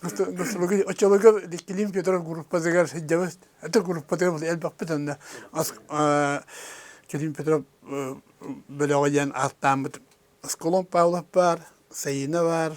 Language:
Yakut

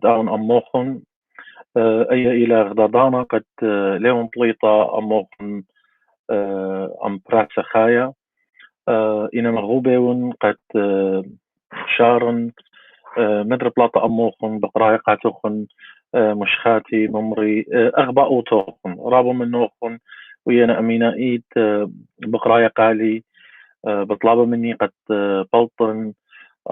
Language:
Assyrian Neo-Aramaic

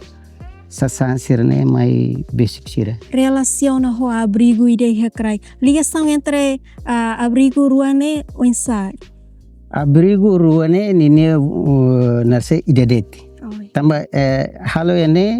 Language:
Tetum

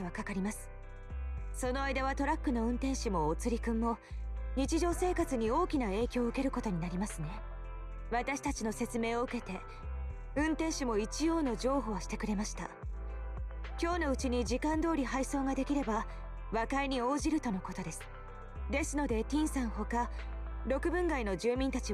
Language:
Japanese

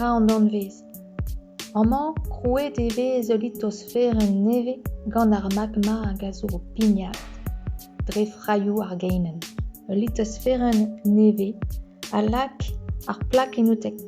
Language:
Breton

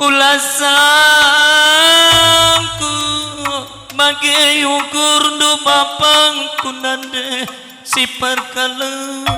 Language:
Batak Karo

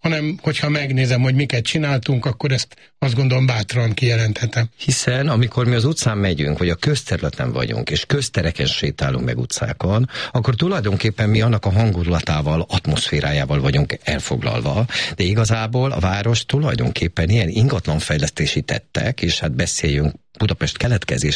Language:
Hungarian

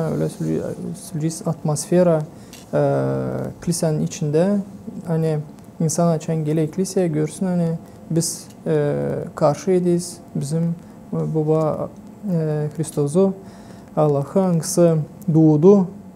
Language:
Gagauz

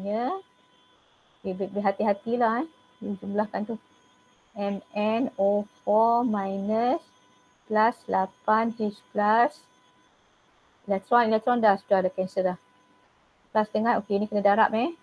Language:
Malay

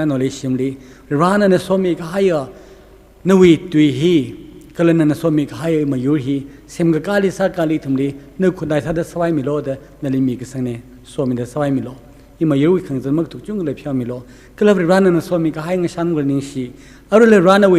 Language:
Tangkhul Naga (India)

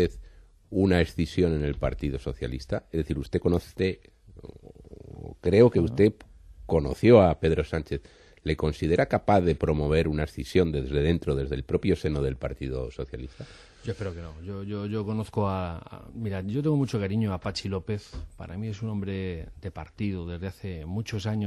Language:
Spanish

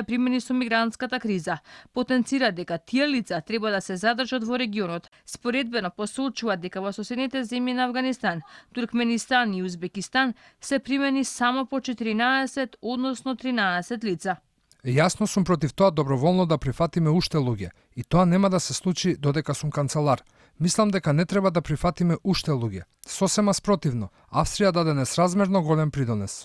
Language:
Macedonian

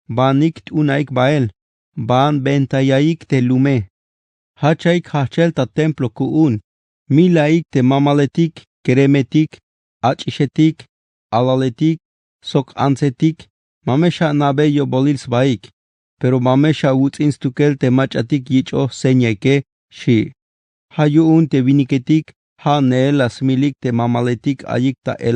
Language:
Tzeltal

